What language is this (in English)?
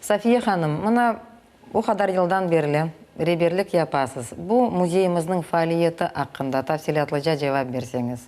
Crimean Tatar